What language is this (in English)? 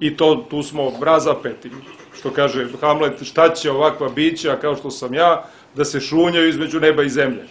Serbian